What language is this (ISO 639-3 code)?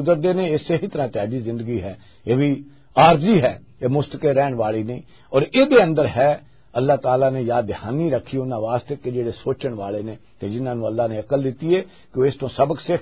lah